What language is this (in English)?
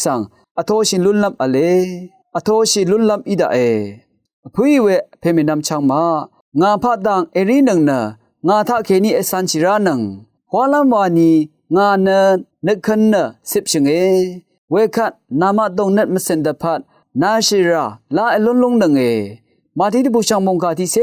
Rawang